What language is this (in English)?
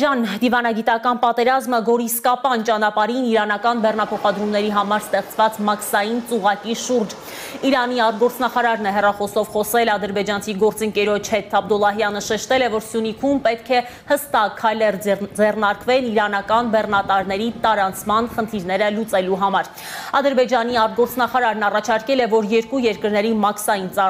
Armenian